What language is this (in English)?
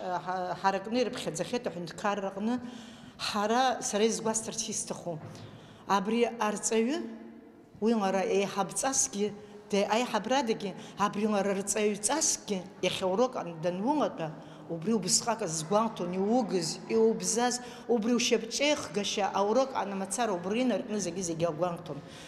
Abkhazian